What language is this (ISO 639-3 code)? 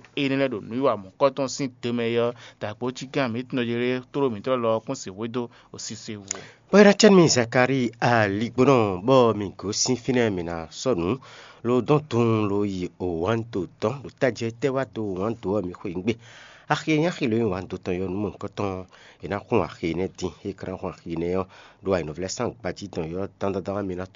fon